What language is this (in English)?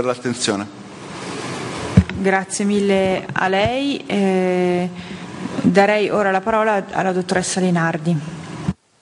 Italian